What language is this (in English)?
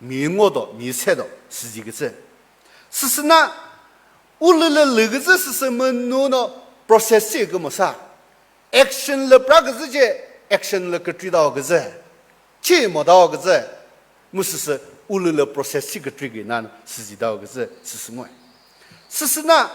Chokri Naga